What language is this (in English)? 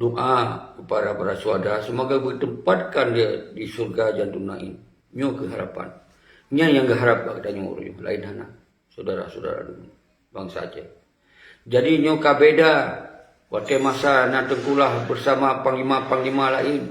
Achinese